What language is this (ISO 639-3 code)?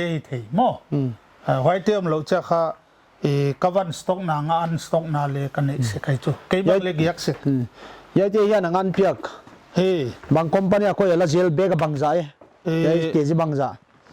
pck